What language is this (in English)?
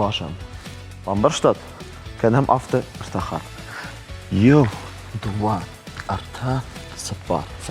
Ossetic